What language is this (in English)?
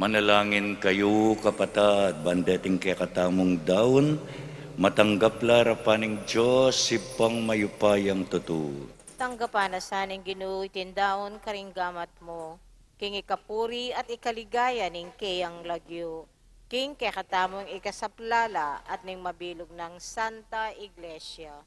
Pampanga